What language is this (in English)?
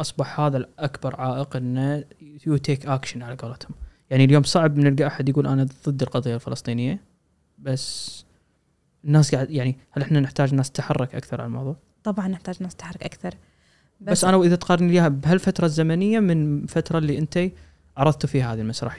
Gulf Arabic